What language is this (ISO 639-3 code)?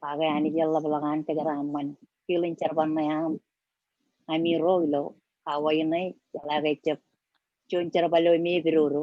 mah